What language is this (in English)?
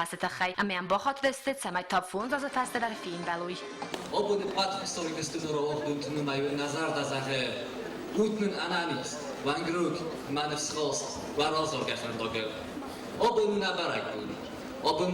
Ossetic